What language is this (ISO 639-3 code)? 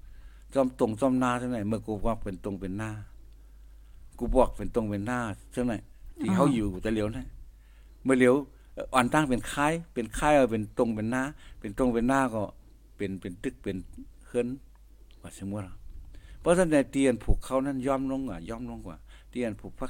tha